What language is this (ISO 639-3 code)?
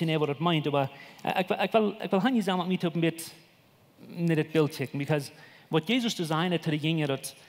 pdt